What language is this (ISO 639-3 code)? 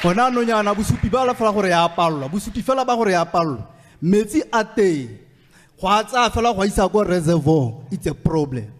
tsn